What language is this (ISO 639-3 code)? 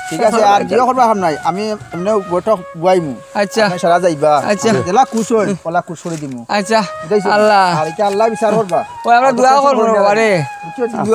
syl